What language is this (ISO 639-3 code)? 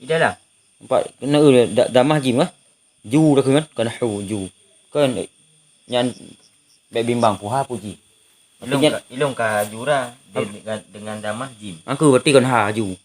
ace